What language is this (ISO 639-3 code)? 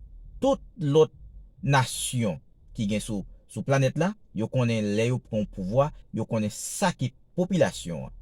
hat